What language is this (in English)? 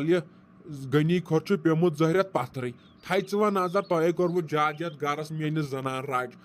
Kashmiri